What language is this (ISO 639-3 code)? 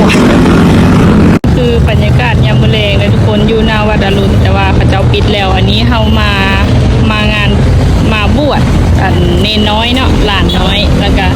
lao